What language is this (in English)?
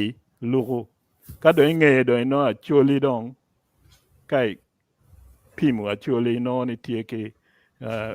Acoli